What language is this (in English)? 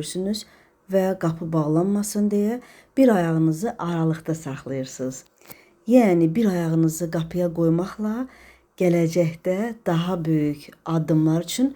Azerbaijani